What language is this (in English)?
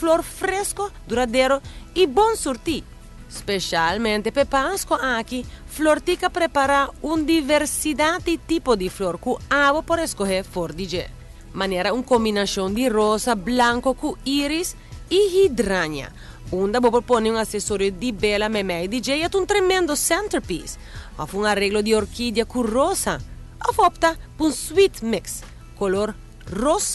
Papiamento